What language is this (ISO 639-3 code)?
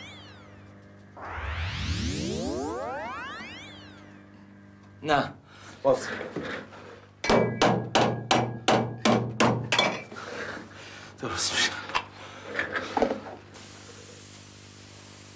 fas